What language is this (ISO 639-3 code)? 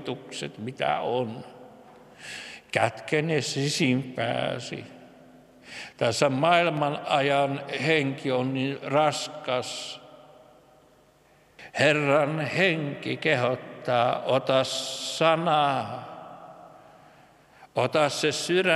fin